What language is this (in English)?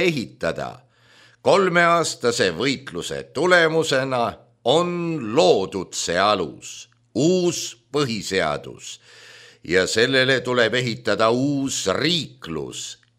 Estonian